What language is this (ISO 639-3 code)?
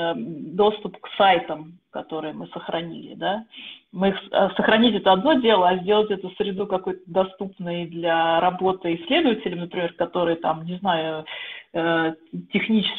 rus